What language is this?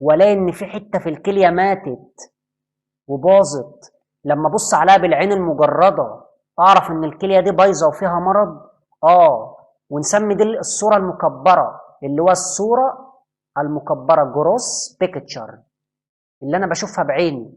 Egyptian Arabic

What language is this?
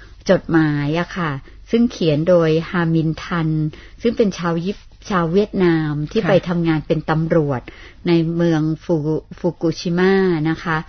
Thai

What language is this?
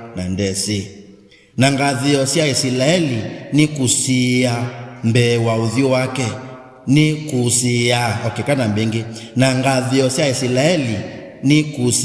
Kamba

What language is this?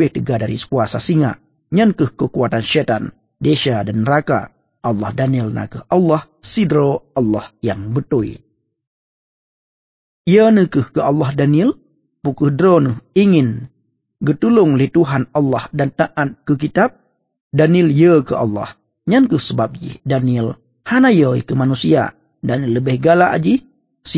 Achinese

